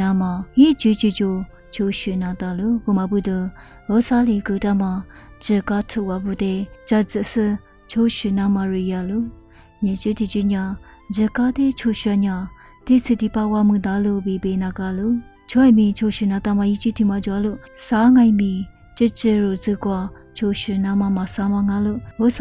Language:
Lisu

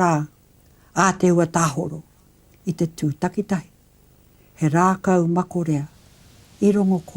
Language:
Māori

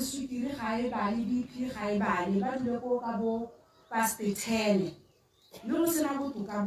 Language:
Tswana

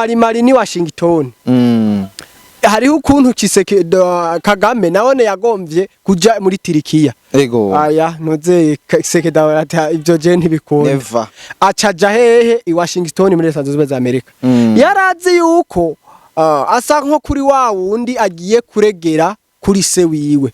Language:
Rundi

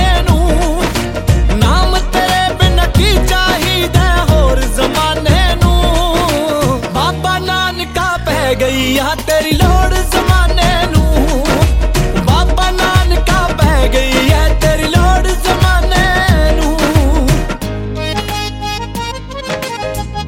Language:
Punjabi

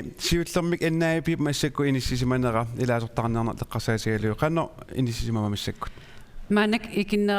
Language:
Kalaallisut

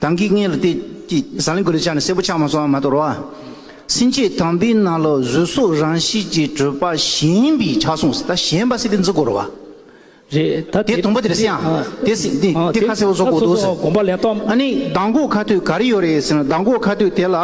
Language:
Tibetan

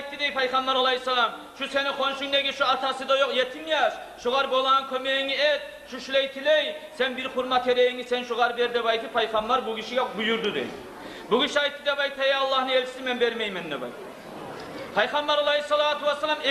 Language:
Kumyk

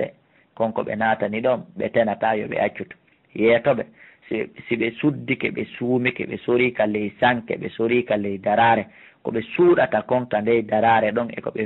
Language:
Fula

